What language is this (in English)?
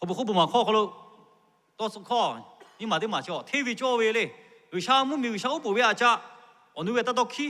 Lahu